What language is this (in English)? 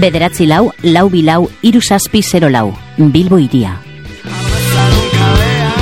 Basque